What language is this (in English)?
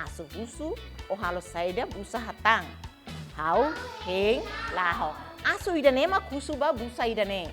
Tetum